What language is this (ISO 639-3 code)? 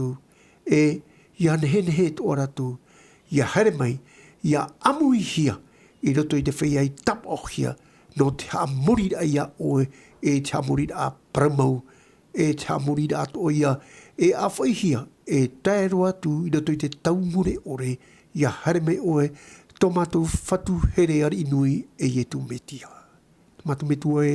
tah